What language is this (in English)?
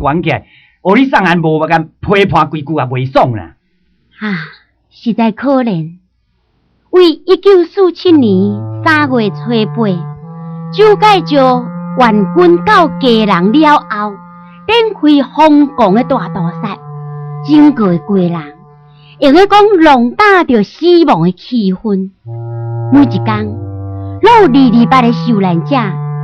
Min Nan Chinese